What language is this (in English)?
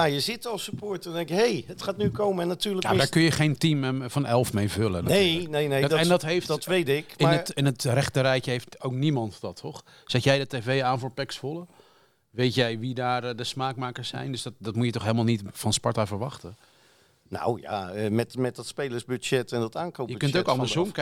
Dutch